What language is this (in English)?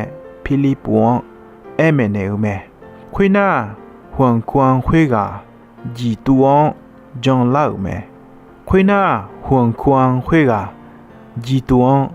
Akha